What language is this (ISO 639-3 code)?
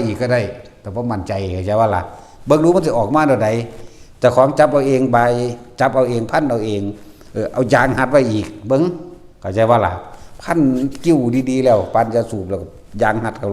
tts